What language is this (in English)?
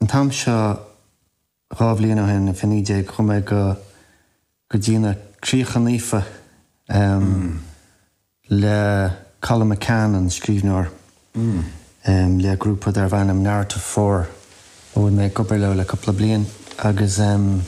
Irish